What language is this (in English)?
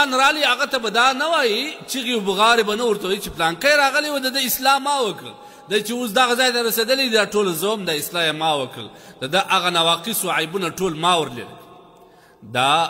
Pashto